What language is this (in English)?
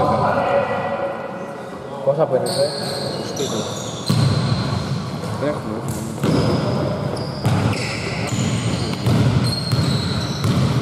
Greek